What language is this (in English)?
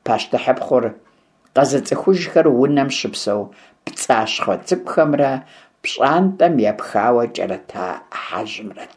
Kabardian